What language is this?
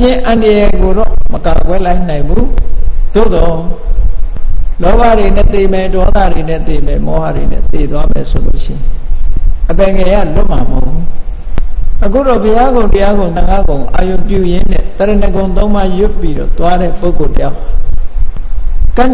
Burmese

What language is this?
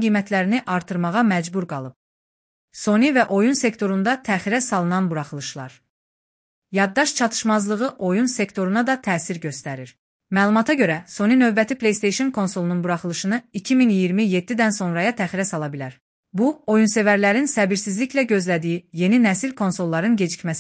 Azerbaijani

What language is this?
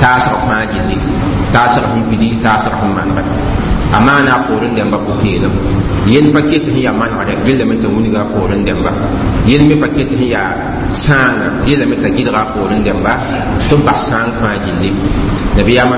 Mossi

